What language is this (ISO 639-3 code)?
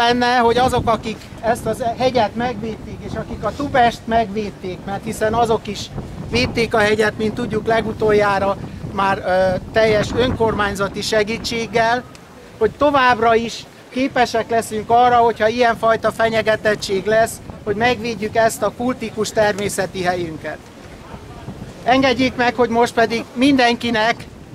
hun